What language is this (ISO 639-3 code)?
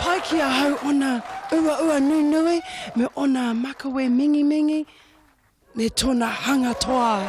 mri